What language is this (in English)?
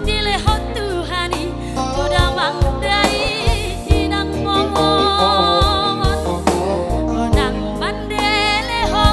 Batak Simalungun